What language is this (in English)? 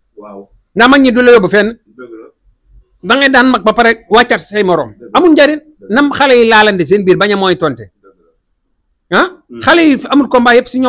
Wolof